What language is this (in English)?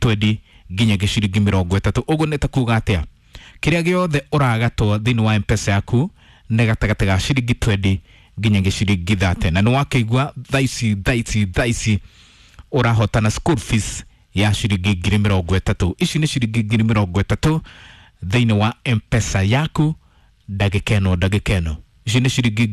Kikuyu